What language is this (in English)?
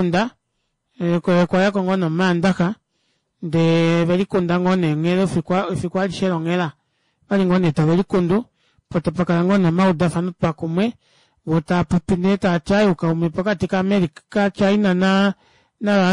Kuanyama